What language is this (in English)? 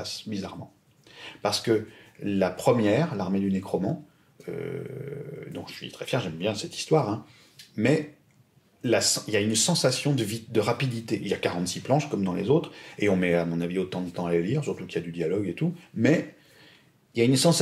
French